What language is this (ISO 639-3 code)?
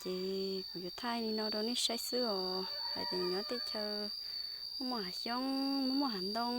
hmn